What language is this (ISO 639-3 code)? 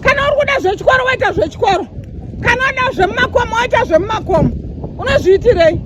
sna